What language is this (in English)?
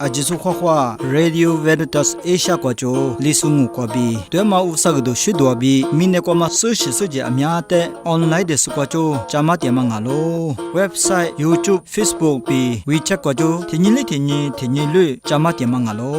Lisu